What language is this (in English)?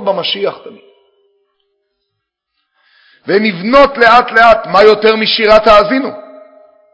Hebrew